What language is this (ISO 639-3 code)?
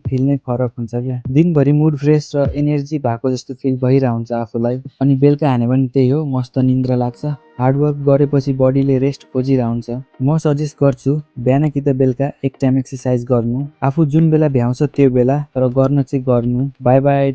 nep